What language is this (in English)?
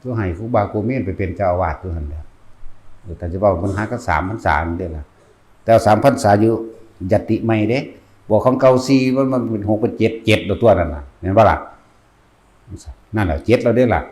Northeastern Thai